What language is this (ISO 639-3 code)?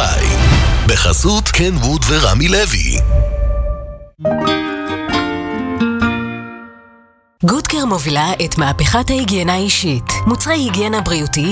heb